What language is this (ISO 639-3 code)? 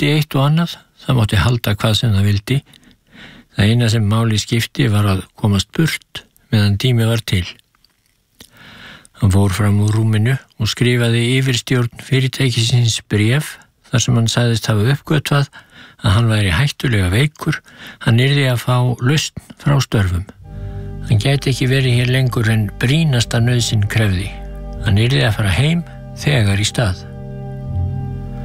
isl